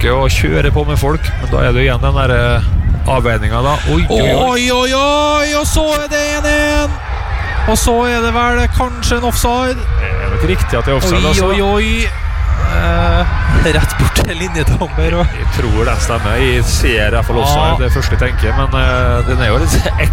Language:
Norwegian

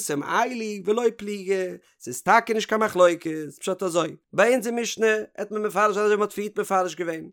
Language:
Yiddish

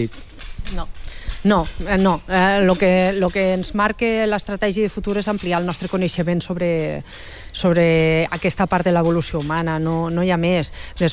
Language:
Catalan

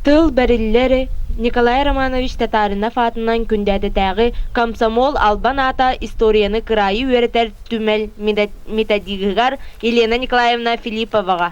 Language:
Yakut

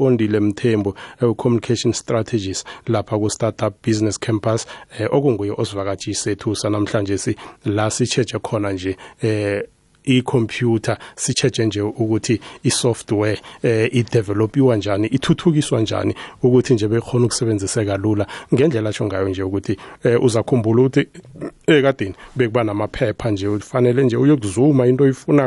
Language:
South Ndebele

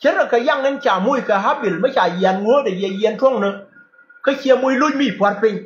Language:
Nuer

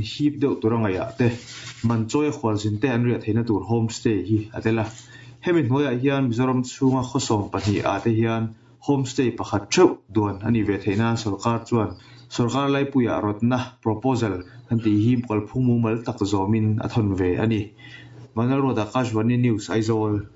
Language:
Mizo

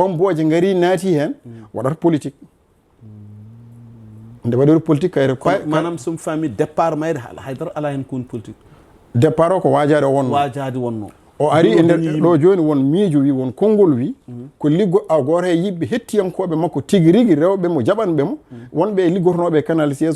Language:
Fula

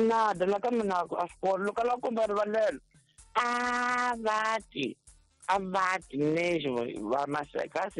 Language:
Tsonga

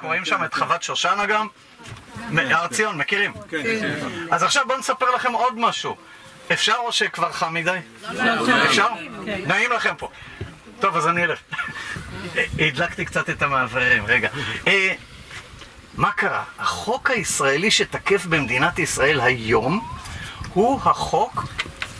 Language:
Hebrew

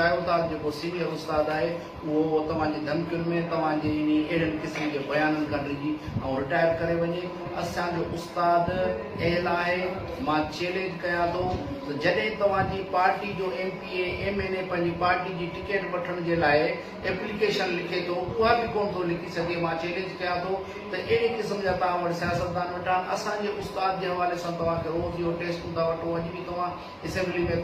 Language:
Sindhi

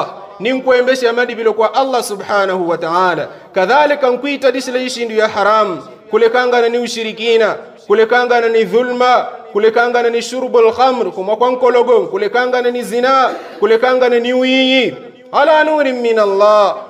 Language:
Yao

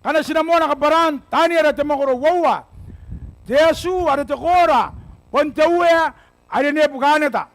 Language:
Gilbertese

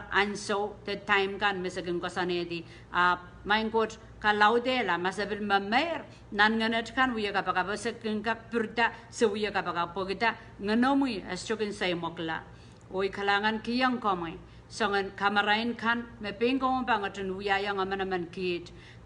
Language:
Pohnpeian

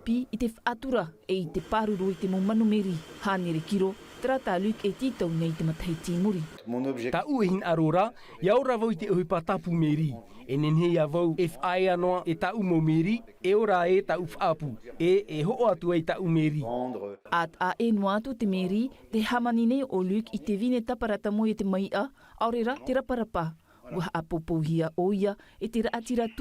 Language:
Tahitian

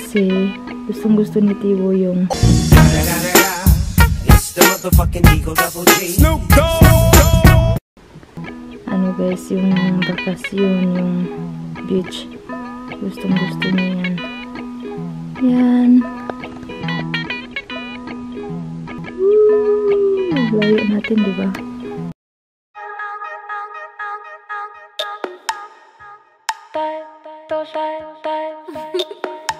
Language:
Filipino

